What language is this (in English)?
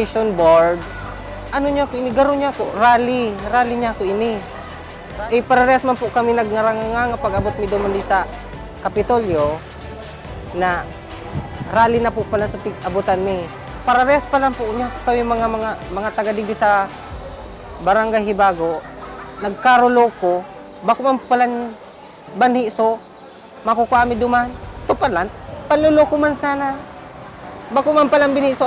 Bikol